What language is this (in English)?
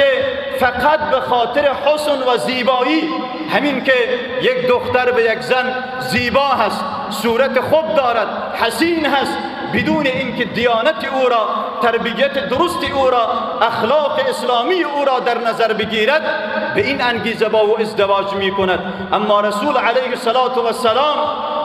Persian